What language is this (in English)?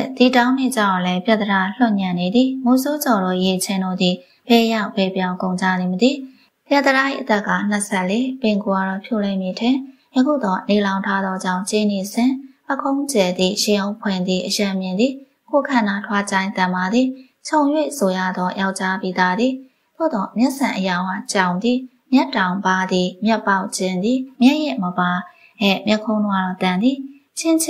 Burmese